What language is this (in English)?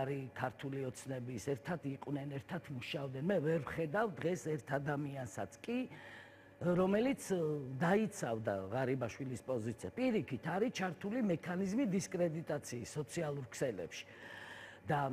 Georgian